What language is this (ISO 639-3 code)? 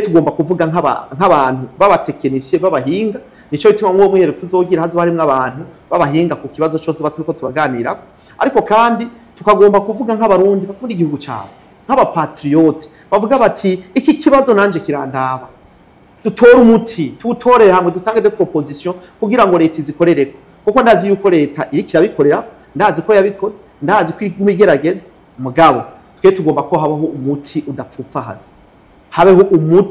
run